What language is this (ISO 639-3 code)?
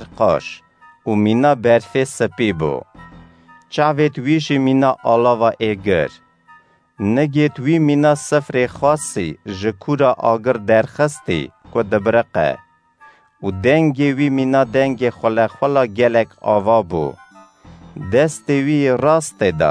kur